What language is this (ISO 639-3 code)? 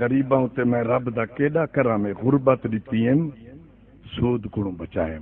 skr